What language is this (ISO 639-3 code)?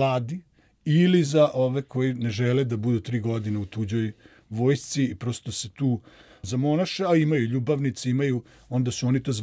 srp